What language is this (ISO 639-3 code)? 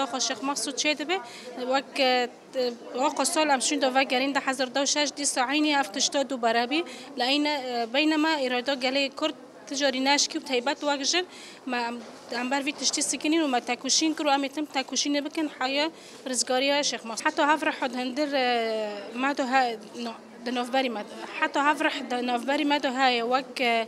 kur